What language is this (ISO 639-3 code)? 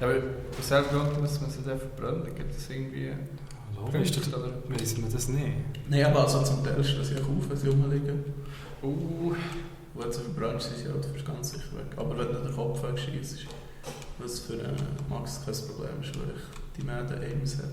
gsw